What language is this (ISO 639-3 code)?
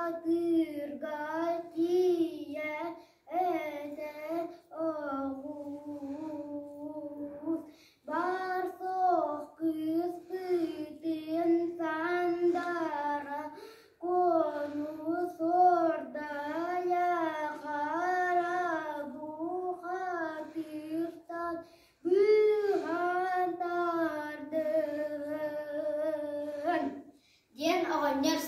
sah